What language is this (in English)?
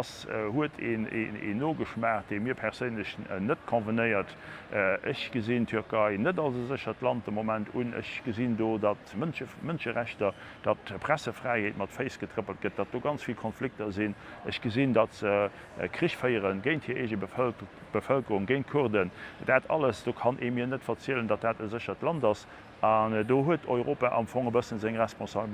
Luxembourgish